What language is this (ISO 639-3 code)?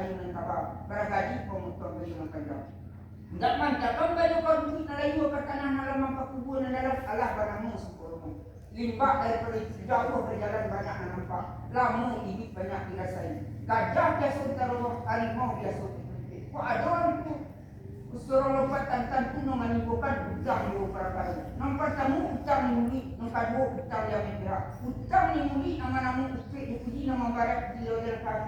min